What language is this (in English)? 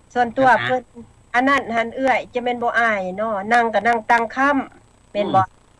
Lao